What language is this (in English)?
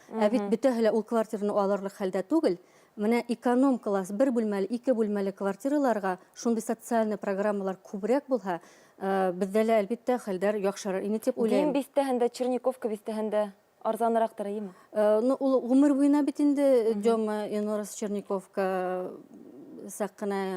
Bashkir